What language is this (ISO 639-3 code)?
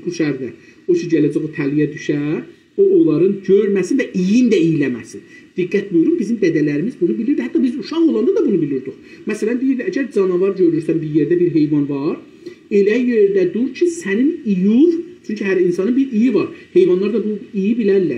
azb